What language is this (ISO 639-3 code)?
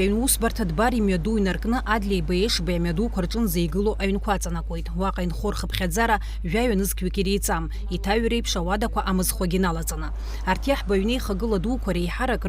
abk